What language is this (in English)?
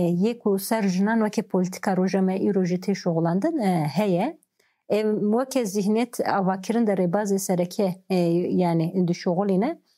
Kurdish